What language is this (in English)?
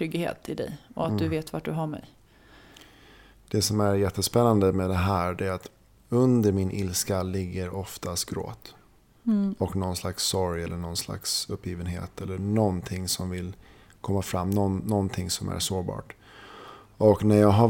Swedish